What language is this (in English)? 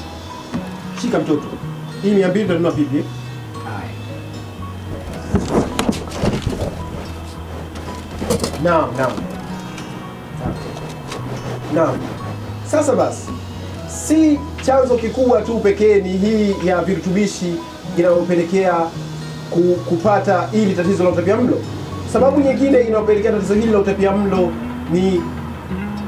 Swahili